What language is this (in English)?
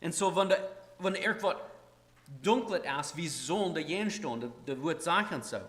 Plautdietsch